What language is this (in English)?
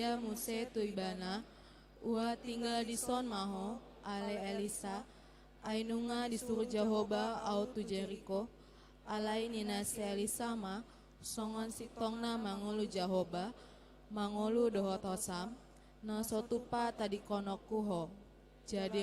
Batak Toba